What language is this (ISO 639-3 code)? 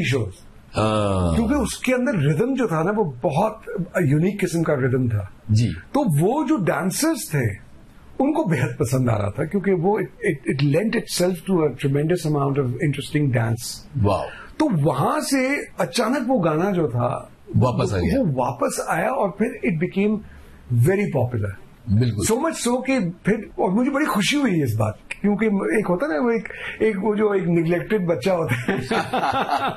hin